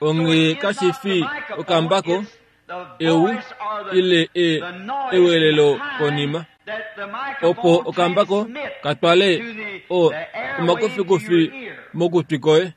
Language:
Kuanyama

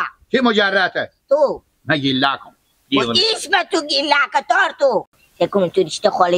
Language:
Persian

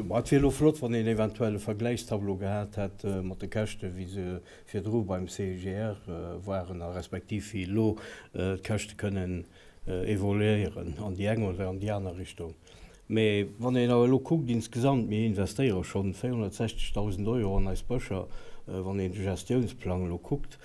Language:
Luxembourgish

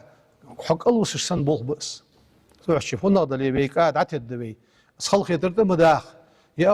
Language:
Ingush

